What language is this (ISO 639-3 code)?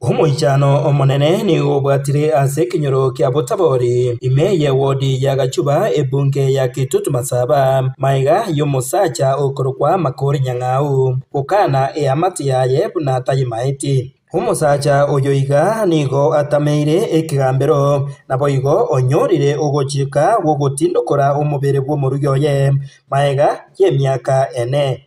guz